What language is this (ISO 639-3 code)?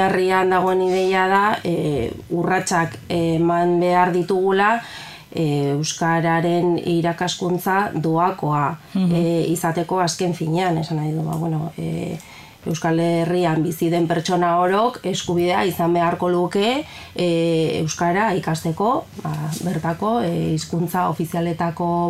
eus